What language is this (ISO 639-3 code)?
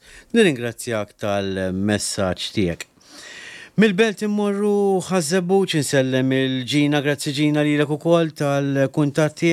mlt